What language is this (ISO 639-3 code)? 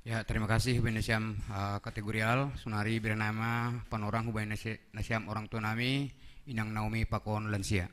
bts